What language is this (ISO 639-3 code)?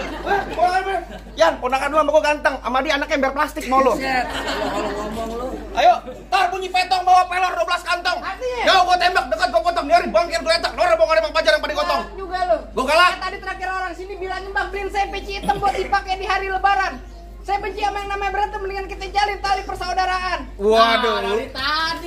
bew